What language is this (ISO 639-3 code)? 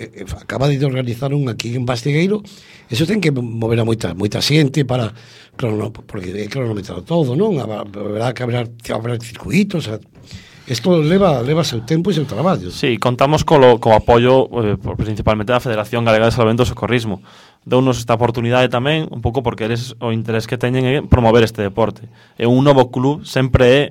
glg